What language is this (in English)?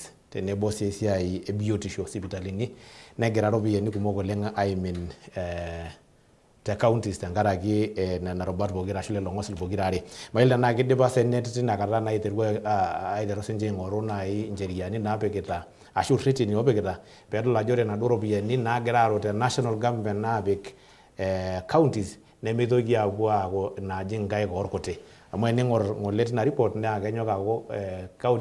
Masai